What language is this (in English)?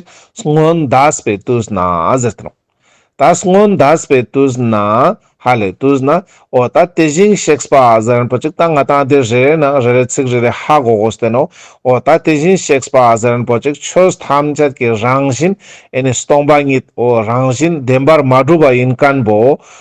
Ladakhi